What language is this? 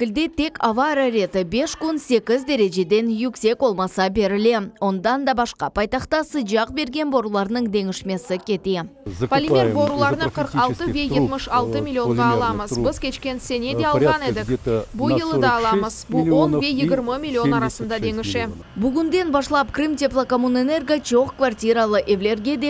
Crimean Tatar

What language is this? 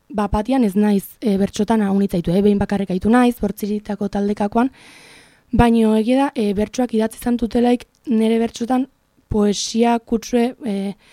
Basque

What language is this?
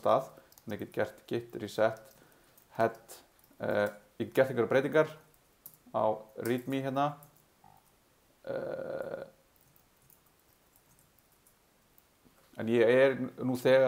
Icelandic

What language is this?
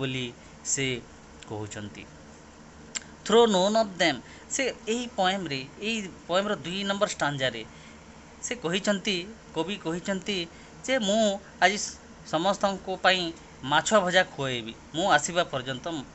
Odia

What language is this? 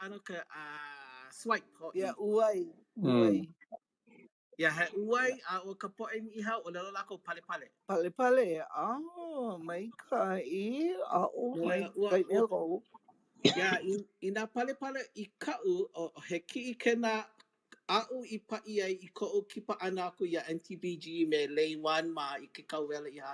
Hawaiian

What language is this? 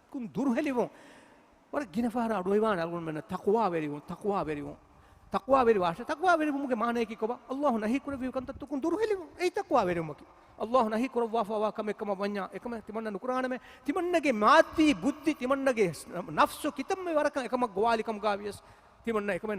Divehi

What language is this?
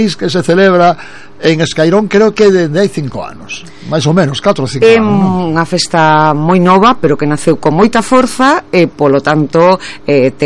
Galician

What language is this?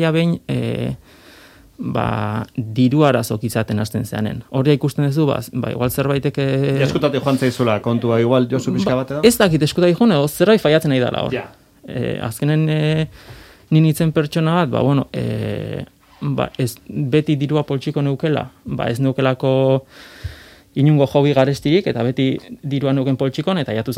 Basque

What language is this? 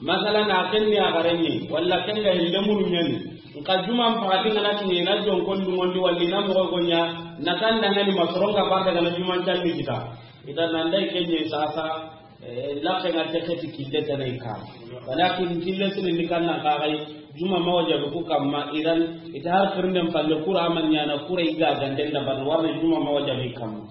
Soninke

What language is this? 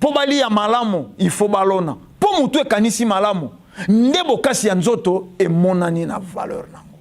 Lingala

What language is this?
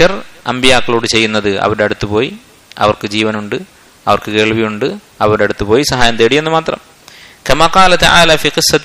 Malayalam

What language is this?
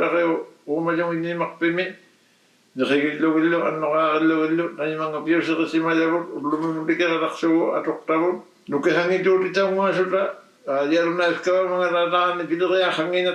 Inuktitut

